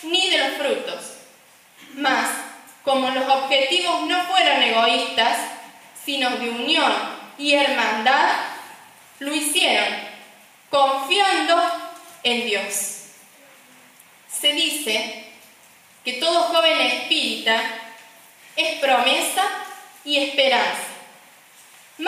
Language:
Spanish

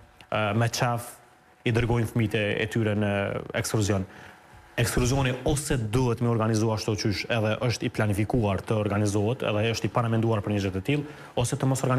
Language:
Albanian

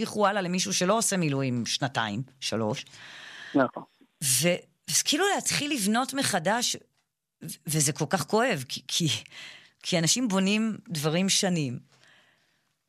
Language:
Hebrew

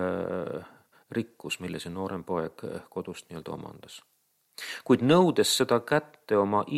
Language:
Estonian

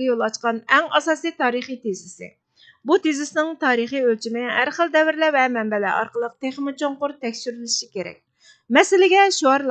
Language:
Uyghur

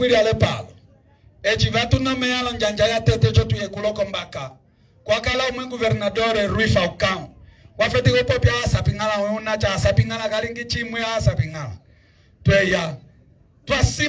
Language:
Umbundu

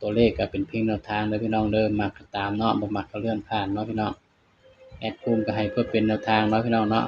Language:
Northeastern Thai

